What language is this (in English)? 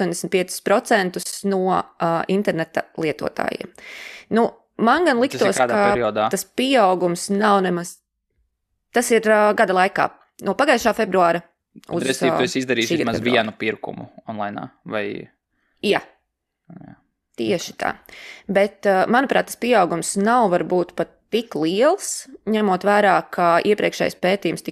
Latvian